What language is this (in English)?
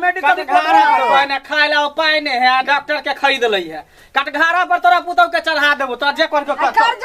Maithili